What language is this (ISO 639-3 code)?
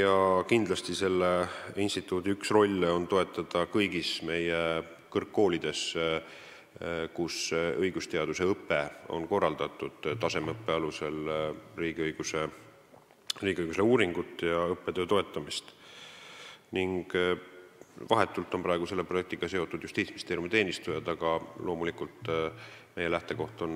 est